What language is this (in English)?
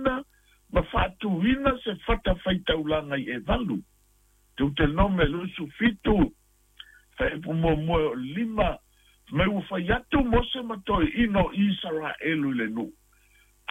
Samoan